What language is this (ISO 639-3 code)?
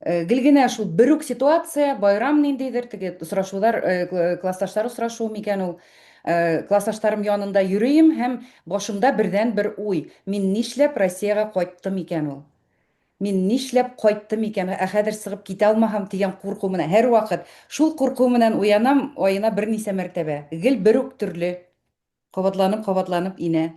bak